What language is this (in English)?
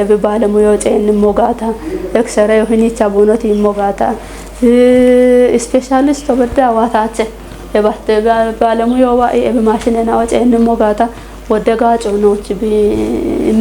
Kafa